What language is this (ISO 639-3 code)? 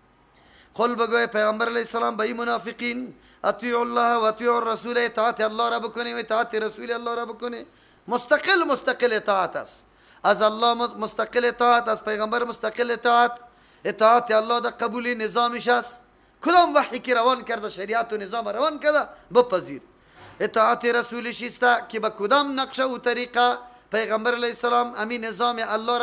fas